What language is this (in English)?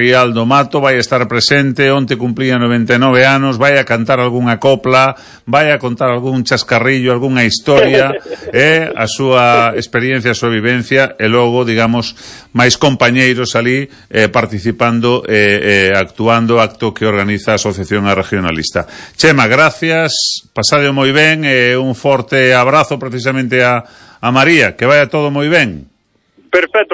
Galician